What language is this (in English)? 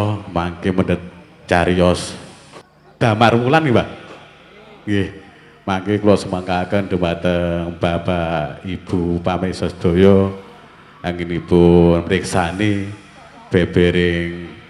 Javanese